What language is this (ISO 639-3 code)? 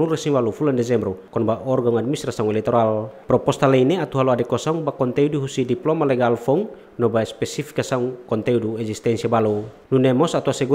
tet